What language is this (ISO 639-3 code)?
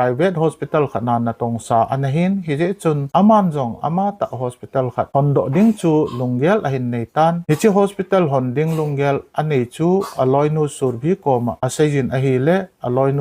tcz